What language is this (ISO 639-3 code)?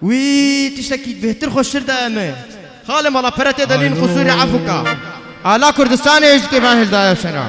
kur